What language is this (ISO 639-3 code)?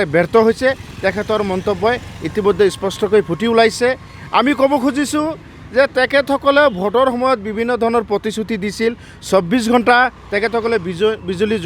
asm